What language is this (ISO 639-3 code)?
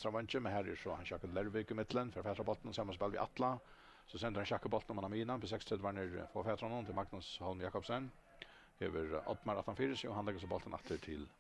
fao